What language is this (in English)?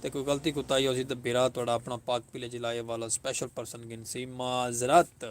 Saraiki